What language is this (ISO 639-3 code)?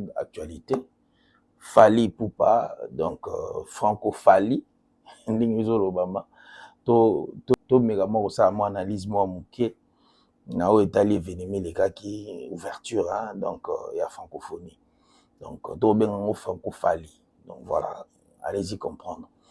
lin